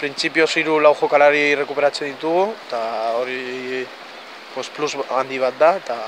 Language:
Basque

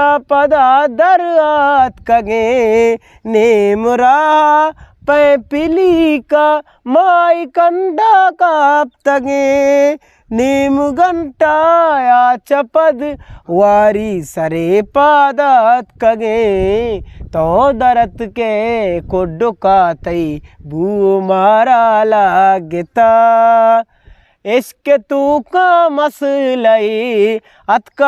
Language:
Eastern Balochi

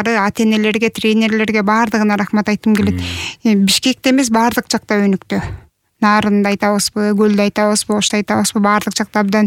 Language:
Kyrgyz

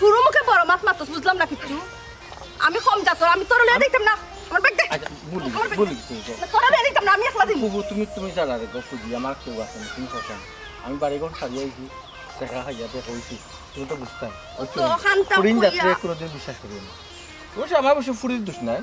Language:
Sylheti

